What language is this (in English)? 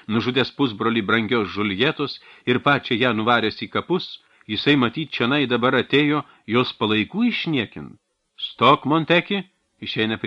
Lithuanian